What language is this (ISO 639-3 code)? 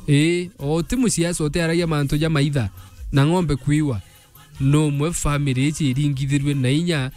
mer